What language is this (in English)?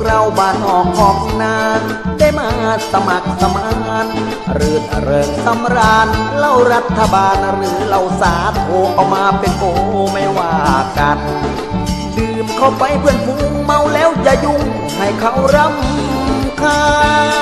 Thai